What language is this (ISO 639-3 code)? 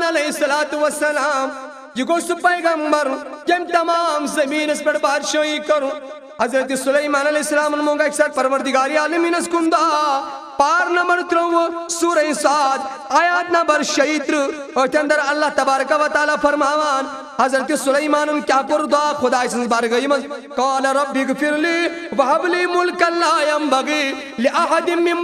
kas